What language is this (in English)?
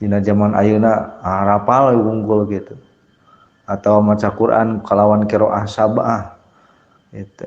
Sundanese